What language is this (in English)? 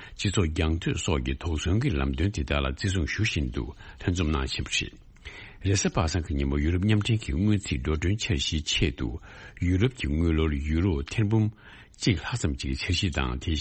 Tibetan